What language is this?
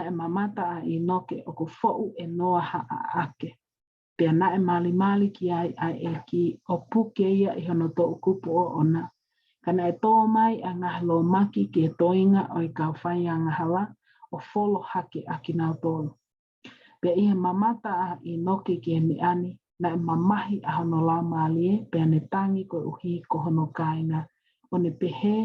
Tongan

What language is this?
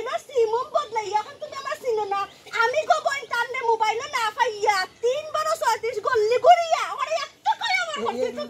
Sylheti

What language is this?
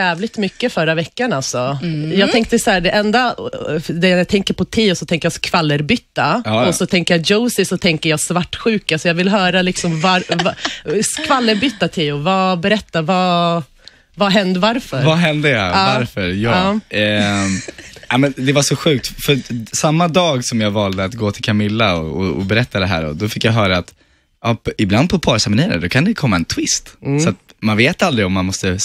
Swedish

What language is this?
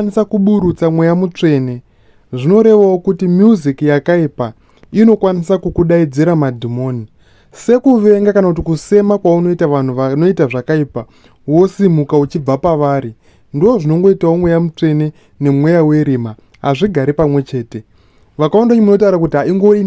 Shona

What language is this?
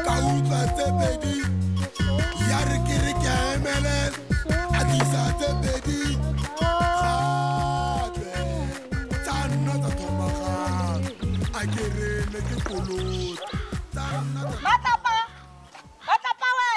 Tswana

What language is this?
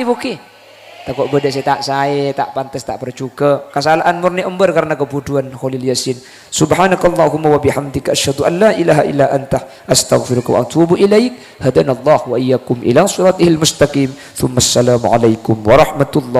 Madurese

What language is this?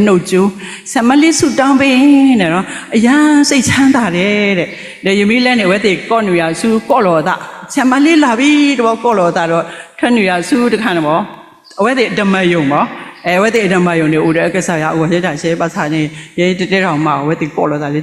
S'gaw Karen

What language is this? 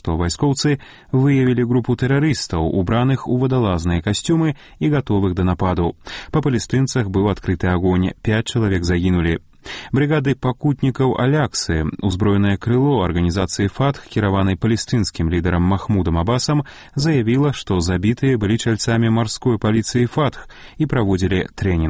Belarusian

